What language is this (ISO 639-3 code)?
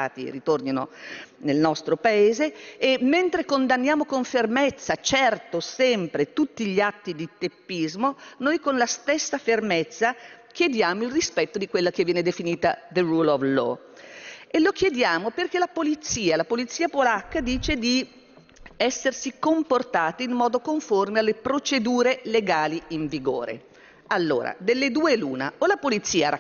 ita